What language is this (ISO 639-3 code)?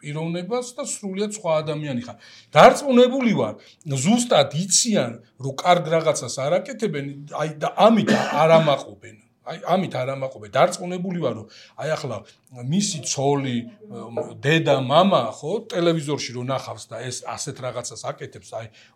kat